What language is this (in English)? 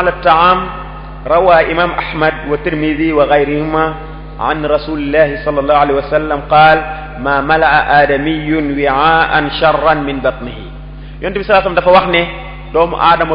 Wolof